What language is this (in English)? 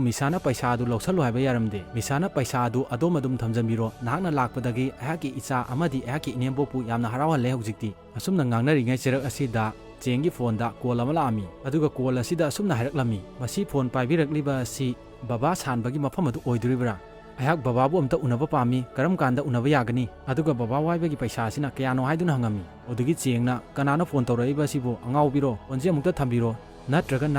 Manipuri